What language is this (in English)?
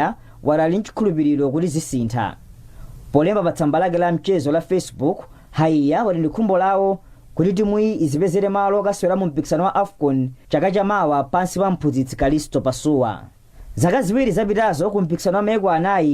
Nyanja